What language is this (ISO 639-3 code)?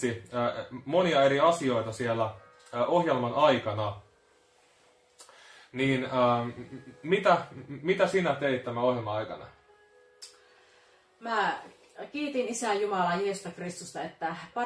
fin